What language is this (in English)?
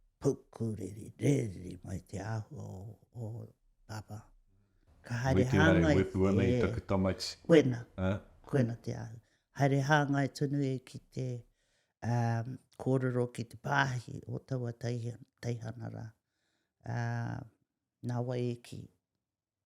Māori